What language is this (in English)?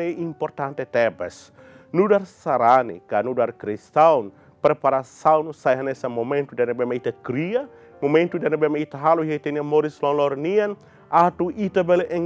Tetum